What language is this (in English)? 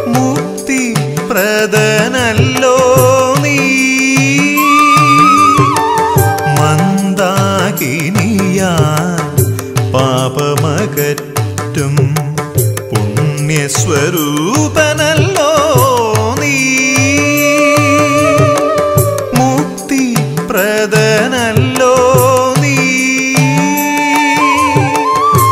Malayalam